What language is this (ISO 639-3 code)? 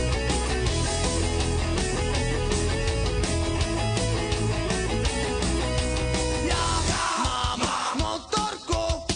ces